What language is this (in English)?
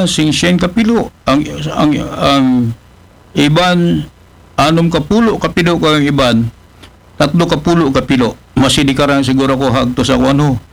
Aklanon